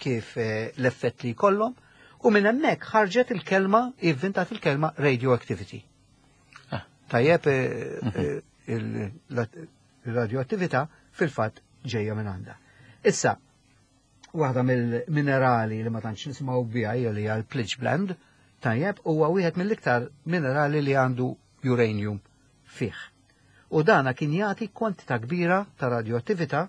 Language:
Maltese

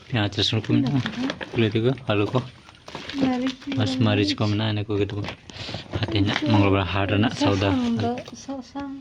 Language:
Santali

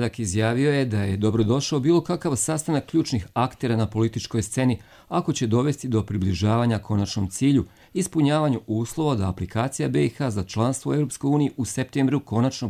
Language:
Bosnian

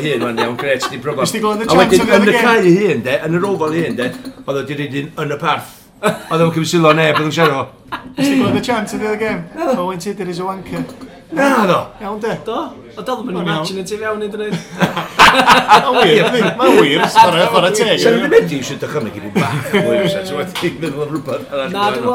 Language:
Welsh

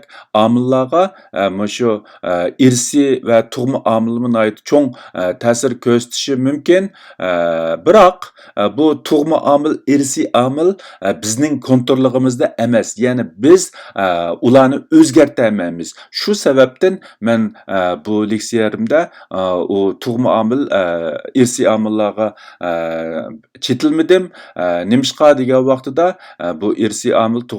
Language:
Uyghur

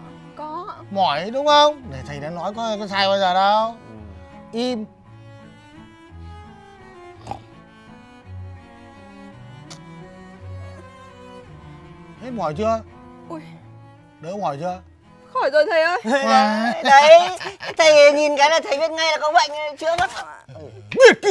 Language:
Vietnamese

